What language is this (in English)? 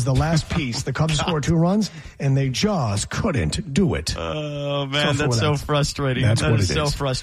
English